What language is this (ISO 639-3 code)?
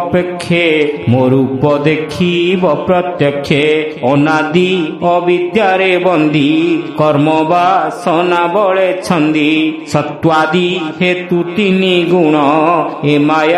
ori